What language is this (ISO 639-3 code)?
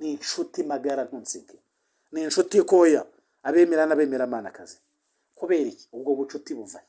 kin